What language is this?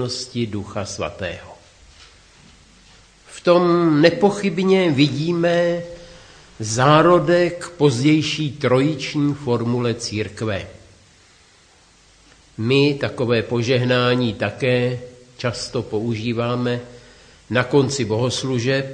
Czech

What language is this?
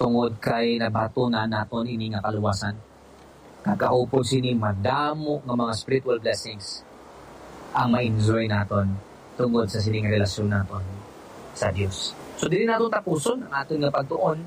Hiligaynon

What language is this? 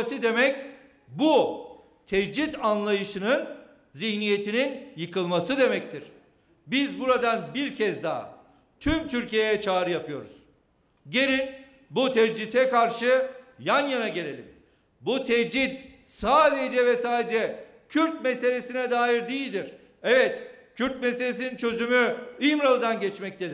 Turkish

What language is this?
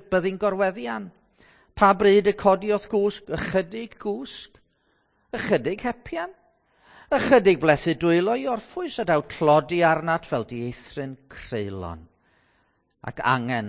Welsh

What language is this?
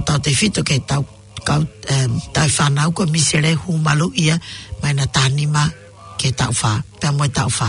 Tongan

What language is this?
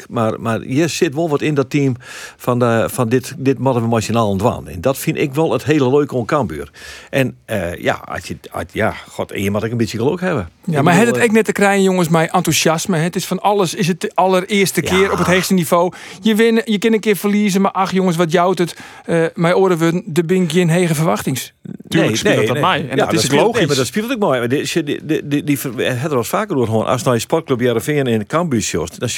Western Frisian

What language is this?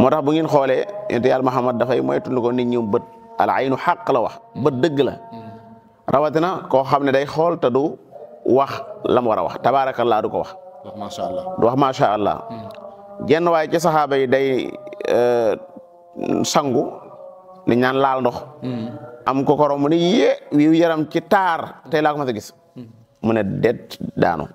Wolof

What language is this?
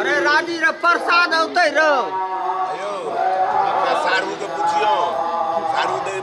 Maithili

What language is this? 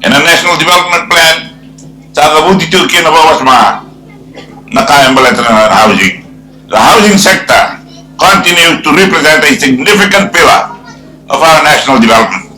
Fijian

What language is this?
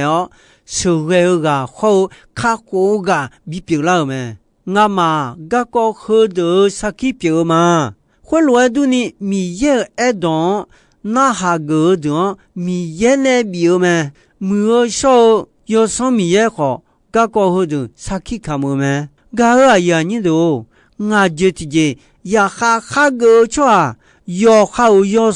Akha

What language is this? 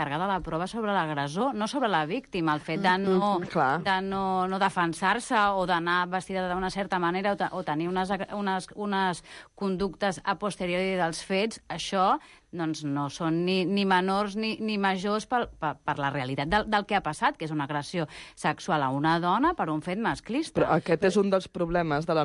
Catalan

